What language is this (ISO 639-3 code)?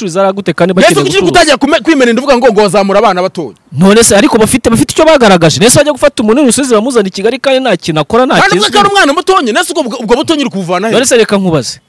kin